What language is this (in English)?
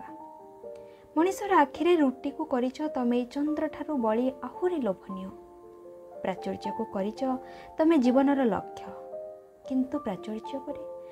Odia